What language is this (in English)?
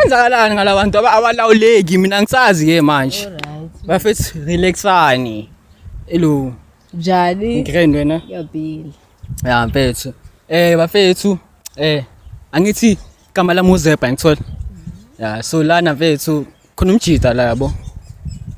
Zulu